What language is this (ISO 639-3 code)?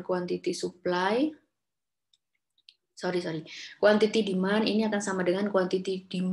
ind